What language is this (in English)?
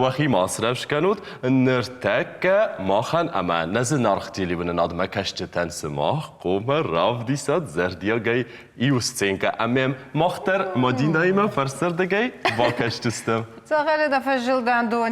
Ossetic